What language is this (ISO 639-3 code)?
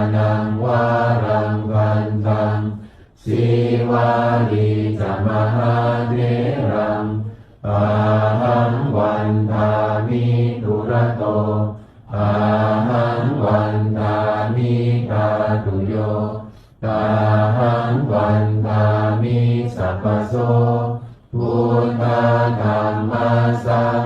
pli